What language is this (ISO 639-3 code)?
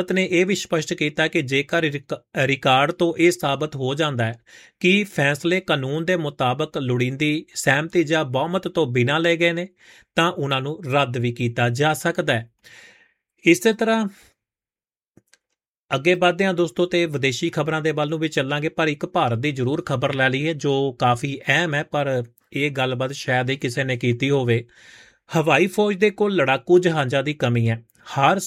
pan